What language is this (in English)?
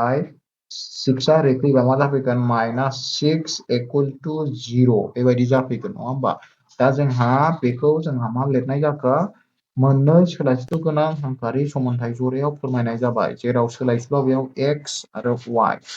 Bodo